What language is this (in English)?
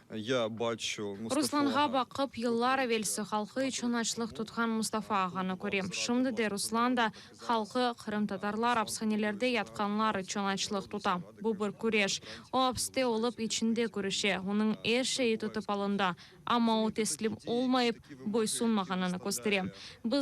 Crimean Tatar